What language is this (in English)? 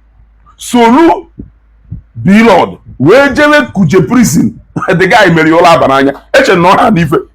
Igbo